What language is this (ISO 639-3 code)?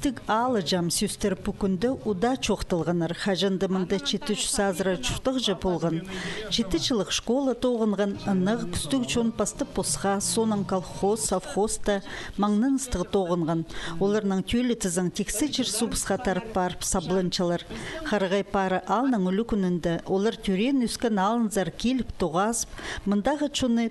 kjh